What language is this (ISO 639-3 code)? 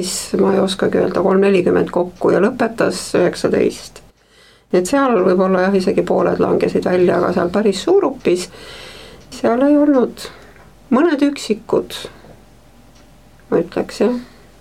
est